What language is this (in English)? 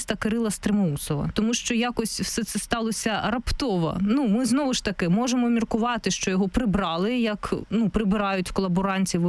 Ukrainian